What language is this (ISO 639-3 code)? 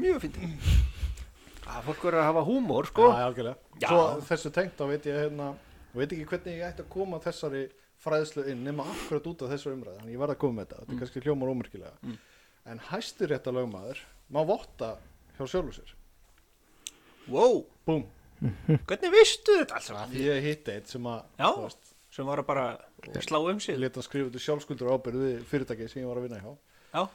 isl